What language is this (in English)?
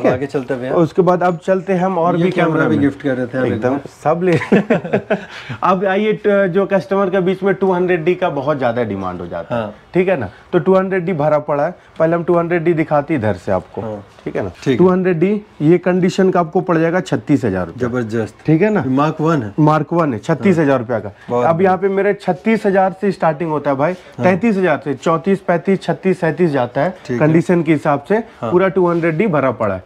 Hindi